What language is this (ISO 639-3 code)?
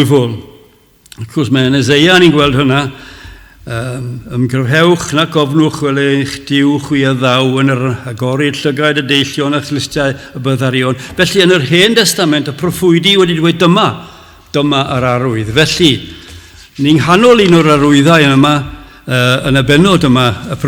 cym